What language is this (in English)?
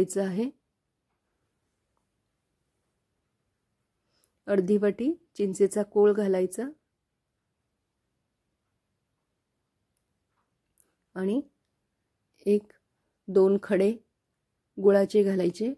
Marathi